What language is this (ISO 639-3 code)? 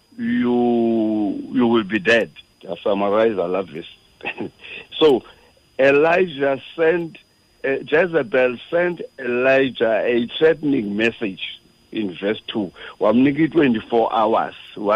xho